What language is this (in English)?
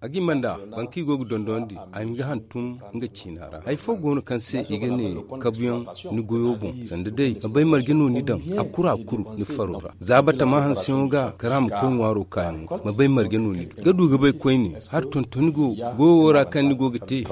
Zarma